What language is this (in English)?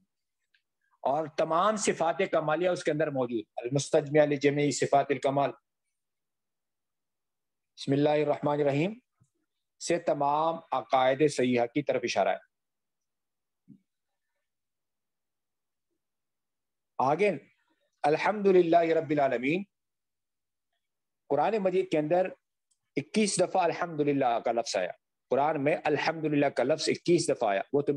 Urdu